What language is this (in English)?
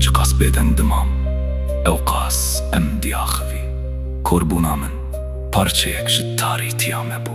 Kurdish